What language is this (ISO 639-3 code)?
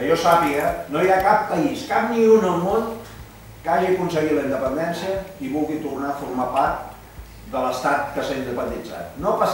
cat